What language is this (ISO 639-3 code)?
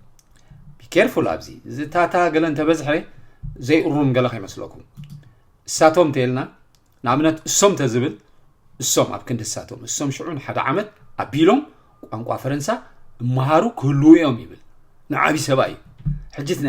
tir